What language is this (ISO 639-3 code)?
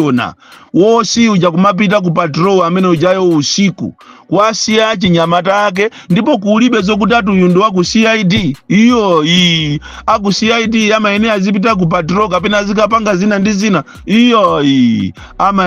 nya